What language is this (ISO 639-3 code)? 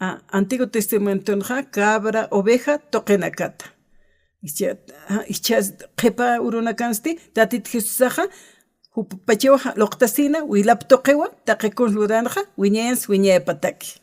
aym